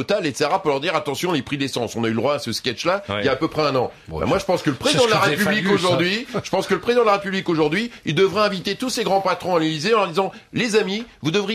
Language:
French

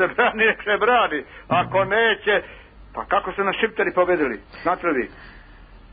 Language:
Serbian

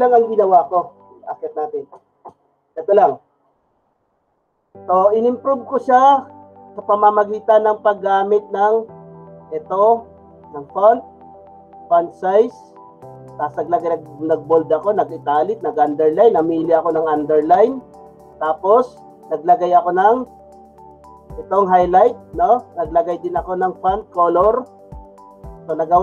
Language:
Filipino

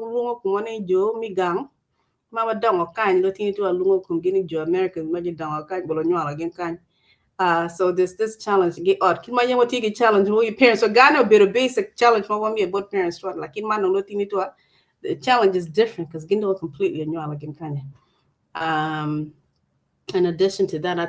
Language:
Acoli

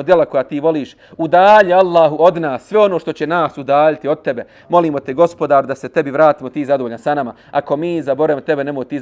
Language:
Bosnian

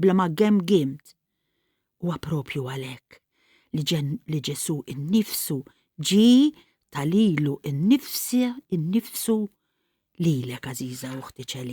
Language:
Maltese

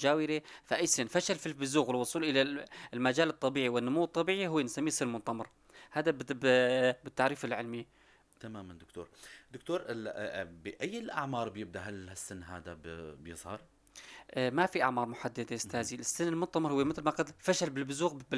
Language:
North Levantine Arabic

